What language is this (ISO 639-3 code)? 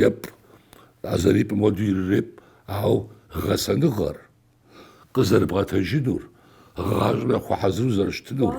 kbd